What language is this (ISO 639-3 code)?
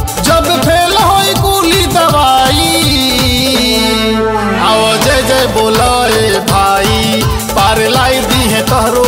bho